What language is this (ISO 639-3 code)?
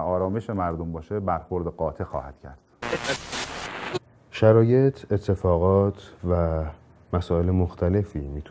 fas